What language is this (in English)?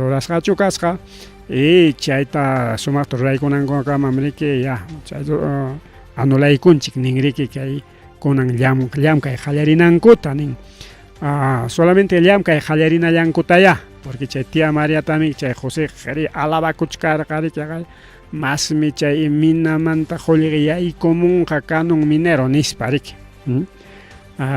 Ayacucho Quechua